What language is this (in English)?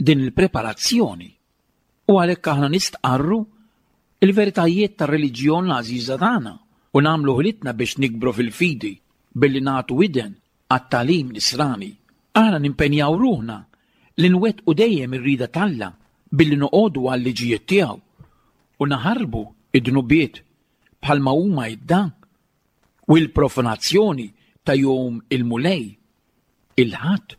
Maltese